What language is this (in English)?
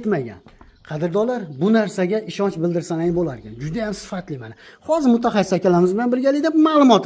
Uzbek